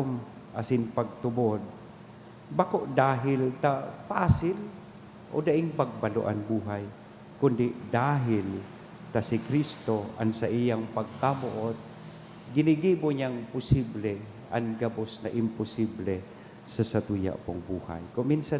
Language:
Bikol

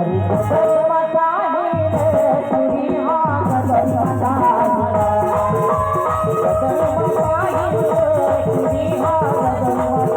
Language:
Chhattisgarhi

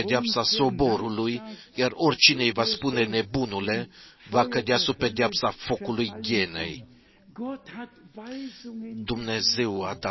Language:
Romanian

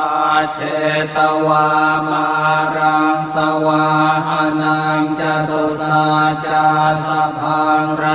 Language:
Pali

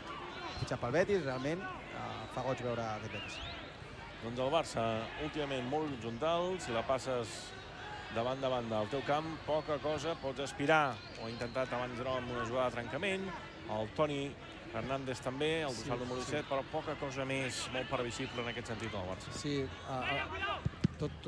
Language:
Catalan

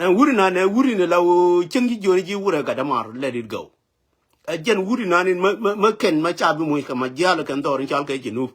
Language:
Nuer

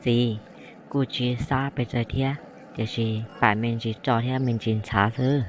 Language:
Hmong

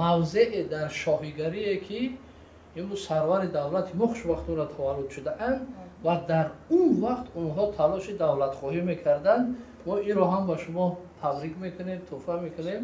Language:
Tajik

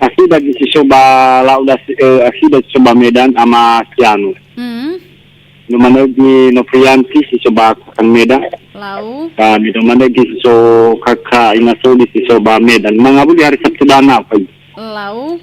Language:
Nias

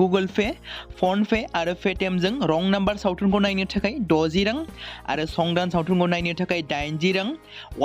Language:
Bodo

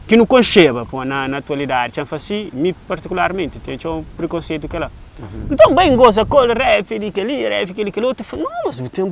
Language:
Kabuverdianu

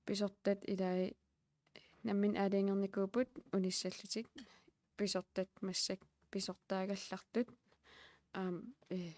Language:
Kalaallisut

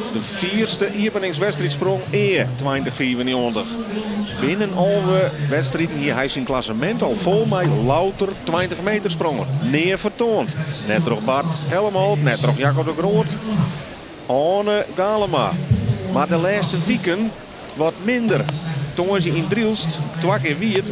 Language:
Western Frisian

